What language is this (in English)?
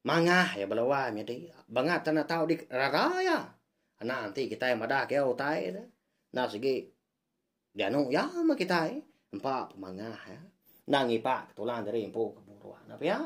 Iban